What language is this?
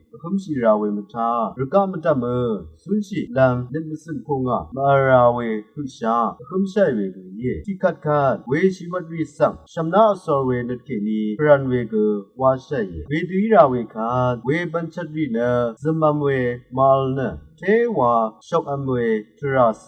Rawang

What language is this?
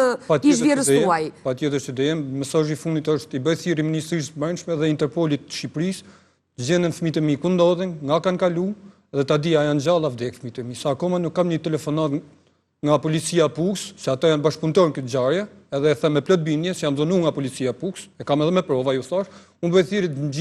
Albanian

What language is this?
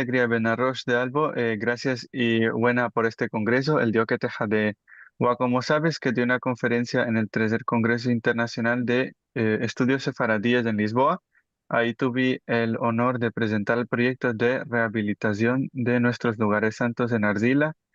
Ladino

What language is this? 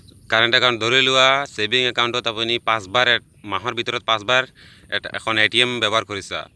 Assamese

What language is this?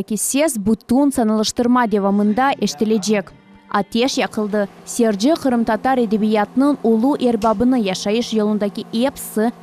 Crimean Tatar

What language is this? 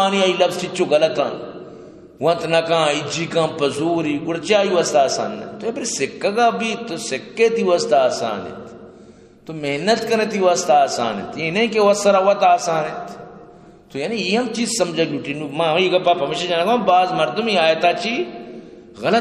Eastern Balochi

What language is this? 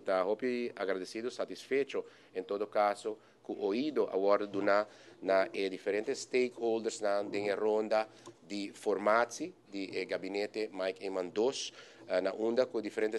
Papiamento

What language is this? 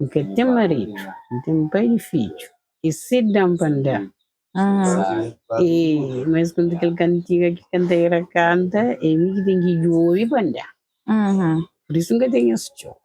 Kabuverdianu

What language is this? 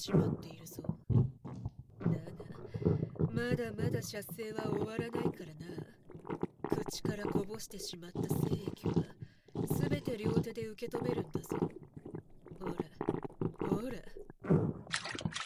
Japanese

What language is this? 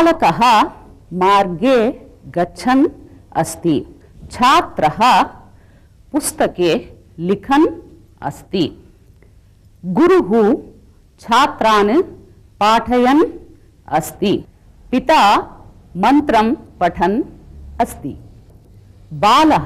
Sanskrit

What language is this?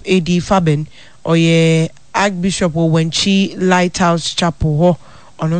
Akan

